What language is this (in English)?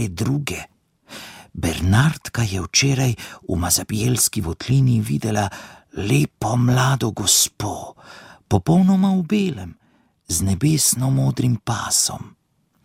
Slovenian